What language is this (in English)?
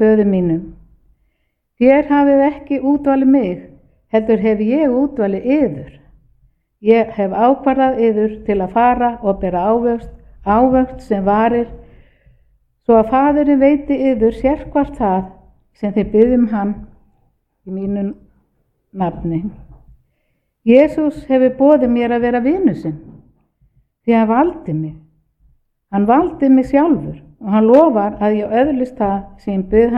Icelandic